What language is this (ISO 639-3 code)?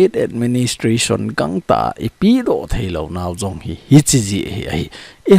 tcz